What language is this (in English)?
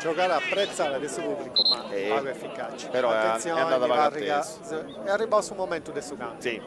Sardinian